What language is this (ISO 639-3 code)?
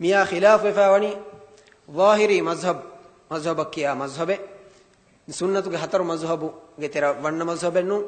div